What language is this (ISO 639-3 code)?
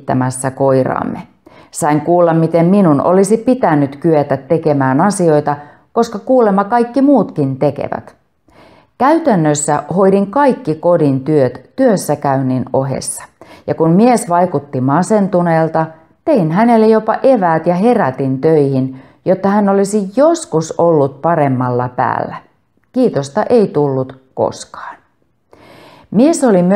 fin